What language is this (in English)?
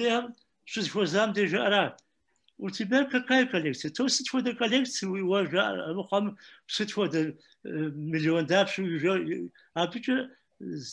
Kabardian